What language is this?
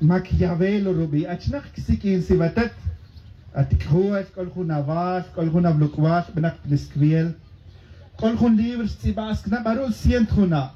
Tz'utujil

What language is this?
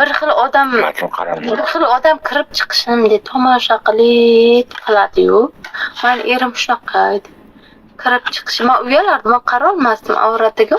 Uzbek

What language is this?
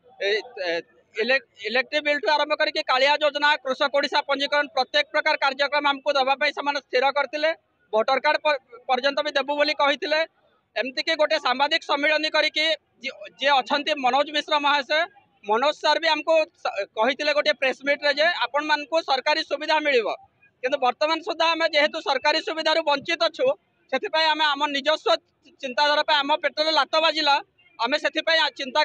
Odia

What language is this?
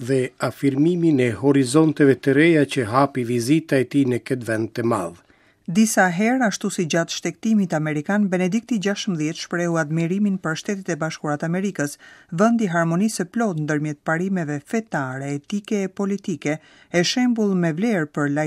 Albanian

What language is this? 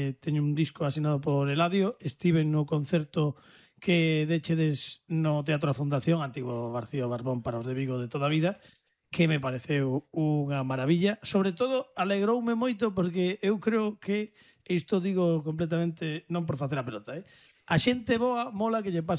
Galician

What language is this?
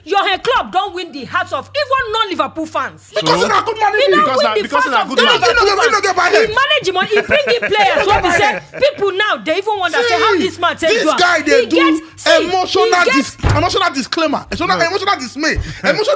Nigerian Pidgin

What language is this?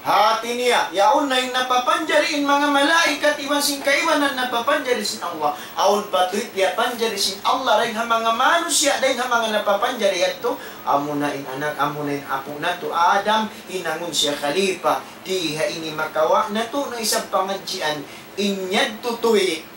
Tausug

